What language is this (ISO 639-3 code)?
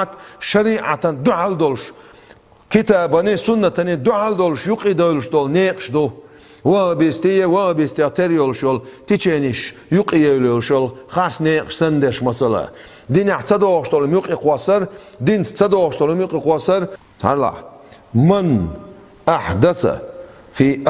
che